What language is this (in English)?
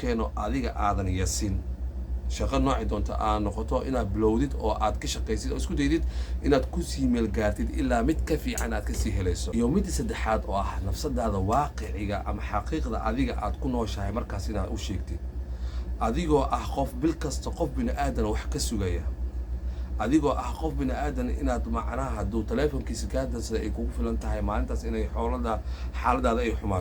Somali